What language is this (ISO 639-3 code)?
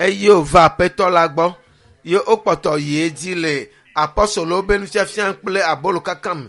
ewe